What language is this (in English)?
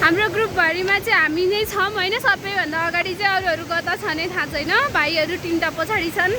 Nepali